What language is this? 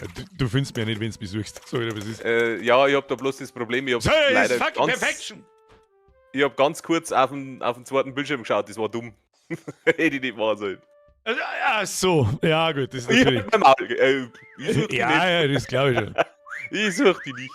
Bavarian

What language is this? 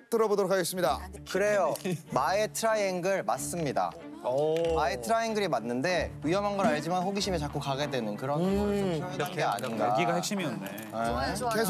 Korean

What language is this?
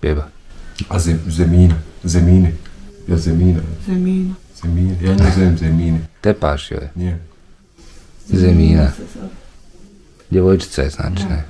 Bosnian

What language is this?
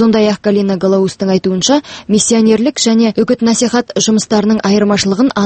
Kazakh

